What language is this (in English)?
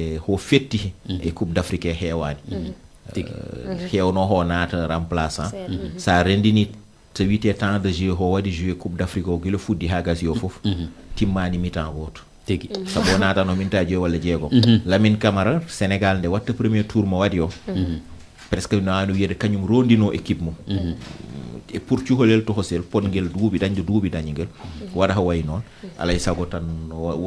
Fula